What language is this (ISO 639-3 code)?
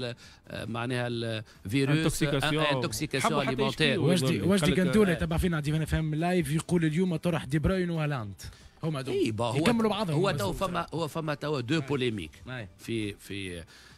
aeb